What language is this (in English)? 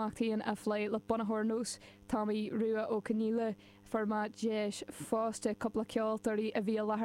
Irish